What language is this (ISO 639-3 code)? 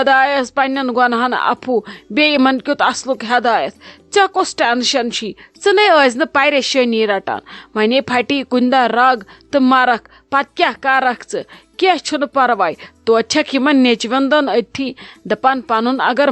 kas